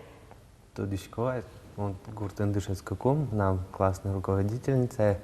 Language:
Udmurt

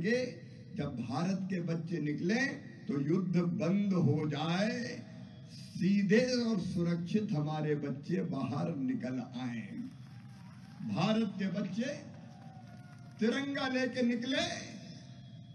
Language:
Hindi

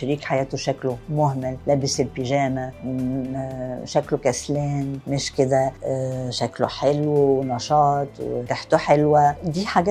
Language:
Egyptian Arabic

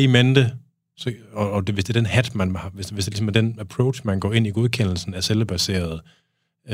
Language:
Danish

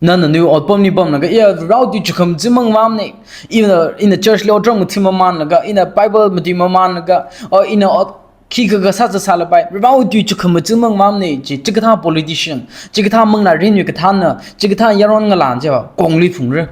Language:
Tangkhul Naga (India)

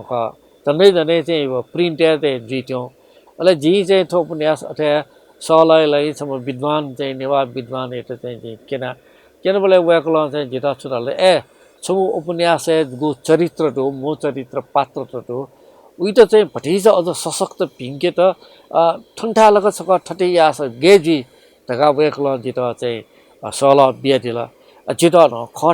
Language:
Newari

